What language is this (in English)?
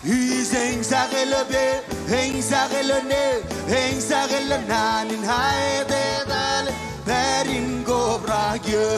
Marshallese